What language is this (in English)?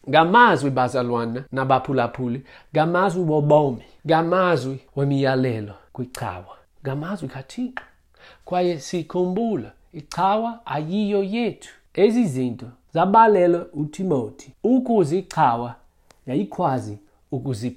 Xhosa